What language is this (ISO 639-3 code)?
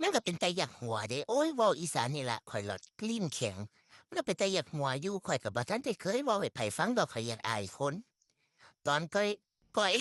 tts